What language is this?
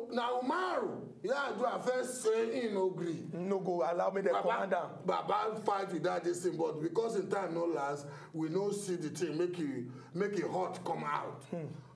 Nigerian Pidgin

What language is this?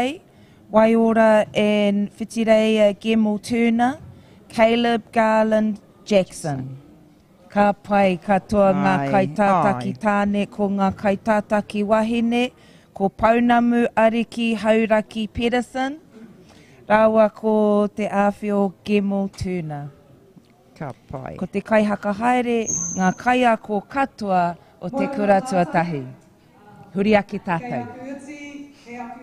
Māori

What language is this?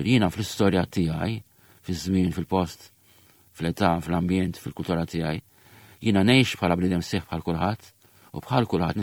Maltese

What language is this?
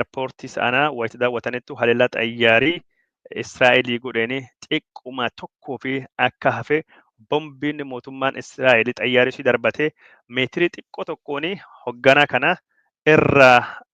Oromo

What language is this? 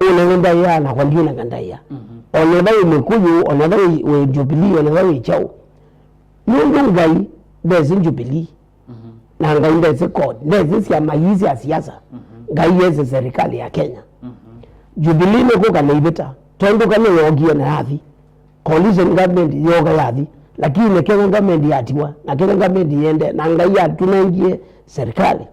Kamba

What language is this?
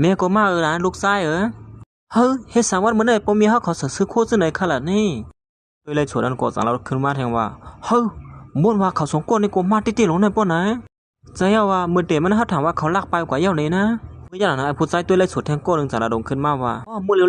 Shan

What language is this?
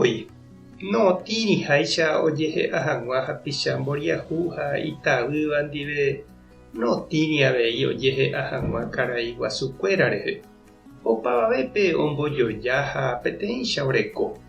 Guarani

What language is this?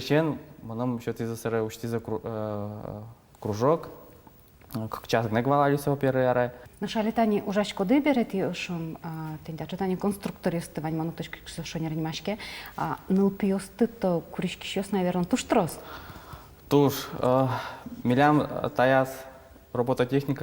Udmurt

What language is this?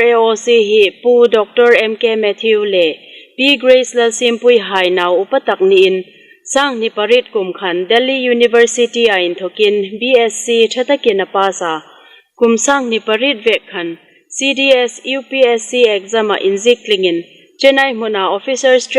Hmar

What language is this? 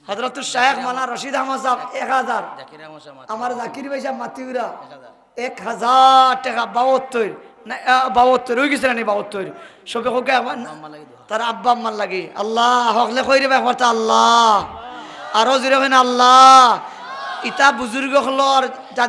Sylheti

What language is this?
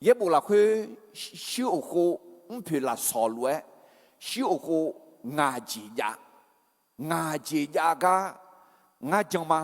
Akha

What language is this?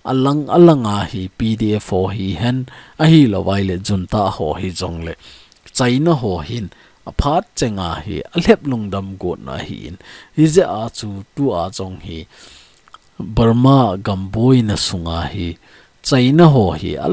Thado Chin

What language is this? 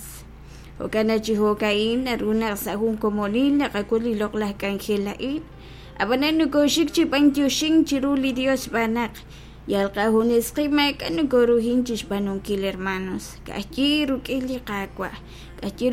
Kekchí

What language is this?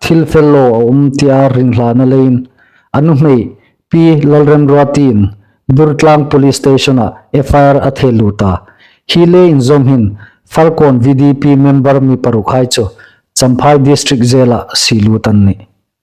Hmar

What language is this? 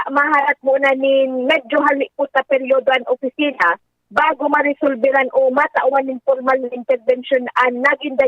Bikol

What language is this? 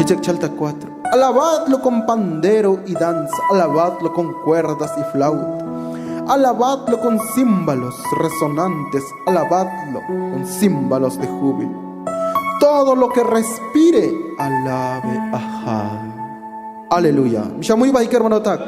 Tzotzil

